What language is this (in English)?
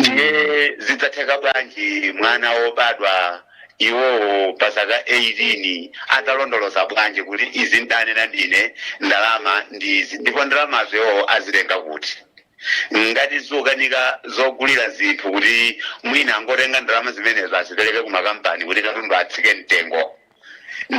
Nyanja